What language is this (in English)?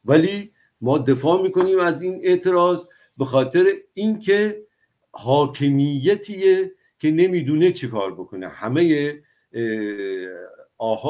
Persian